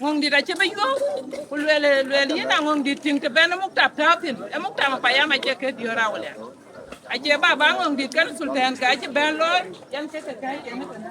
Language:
Dinka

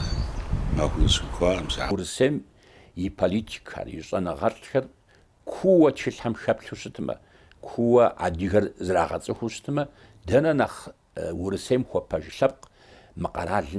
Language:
Kabardian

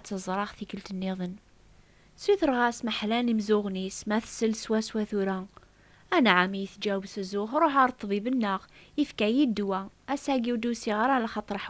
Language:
Kabyle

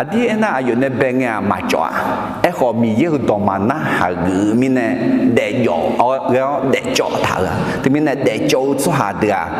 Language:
Akha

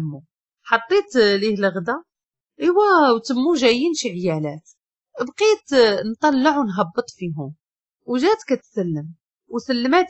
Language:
Moroccan Arabic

